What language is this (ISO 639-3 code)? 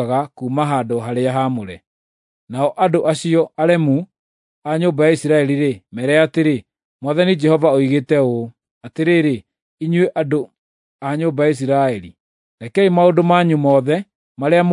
kik